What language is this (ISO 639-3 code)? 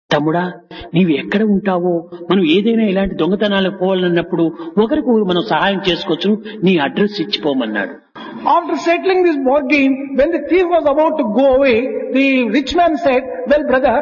tel